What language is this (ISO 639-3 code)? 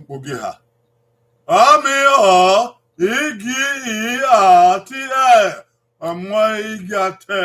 bin